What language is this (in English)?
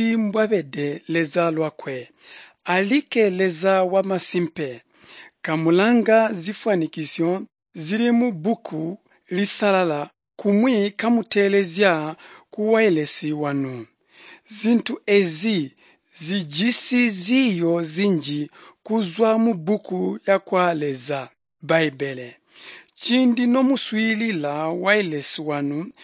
Tonga (Zambia)